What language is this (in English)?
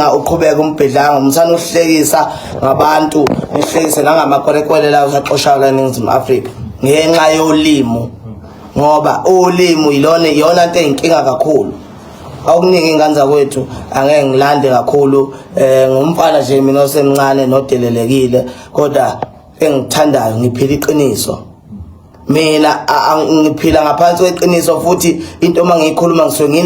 Zulu